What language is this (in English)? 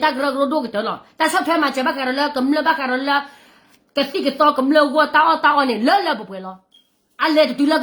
S'gaw Karen